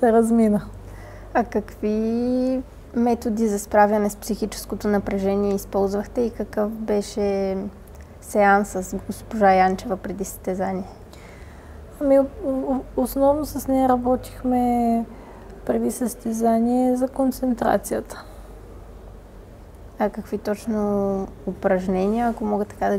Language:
Bulgarian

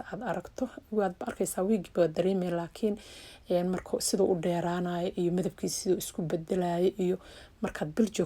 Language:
Somali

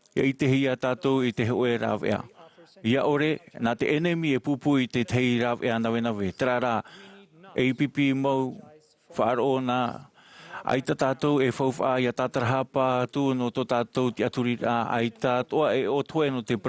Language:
Tahitian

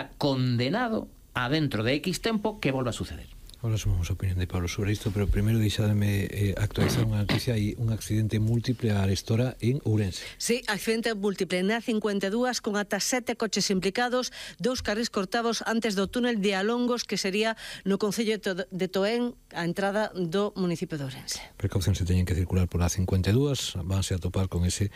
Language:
Galician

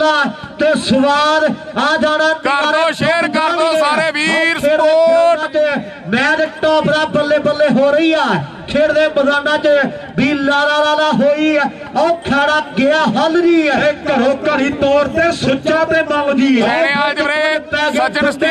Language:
Punjabi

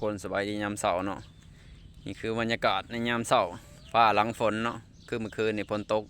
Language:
Lao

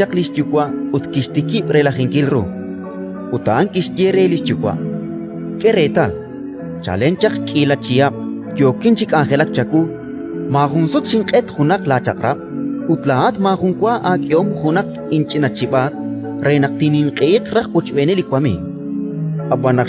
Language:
Kekchí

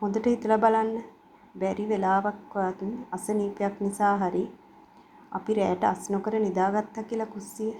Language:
Sinhala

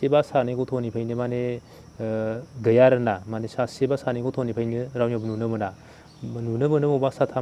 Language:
Bodo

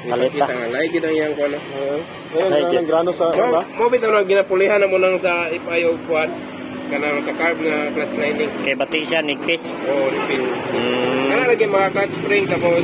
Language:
Cebuano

